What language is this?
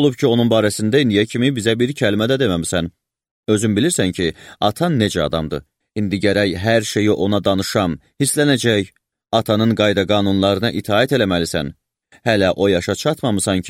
Azerbaijani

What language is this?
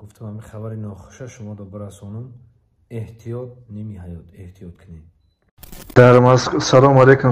Tajik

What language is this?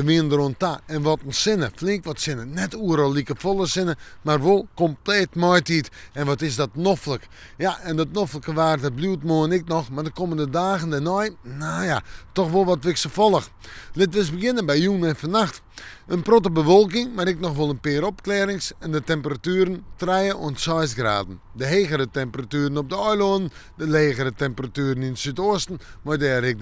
Western Frisian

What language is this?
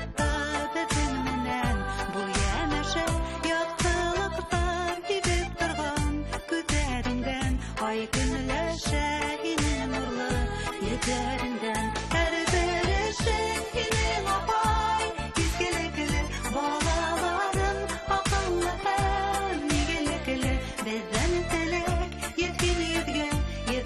Bashkir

